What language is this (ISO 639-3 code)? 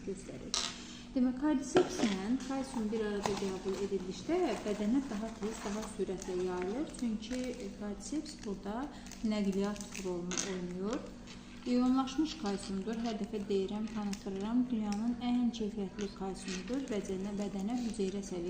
aze